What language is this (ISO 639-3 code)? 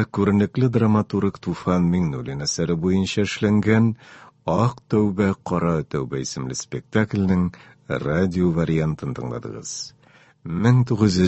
tat